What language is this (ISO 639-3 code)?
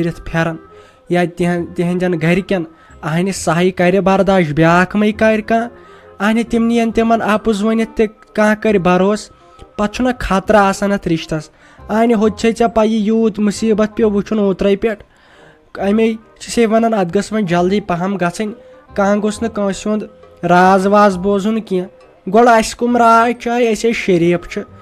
kas